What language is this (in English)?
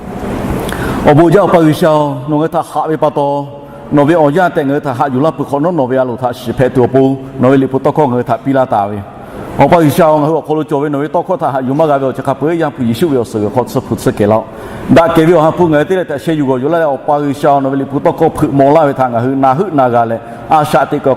Lahu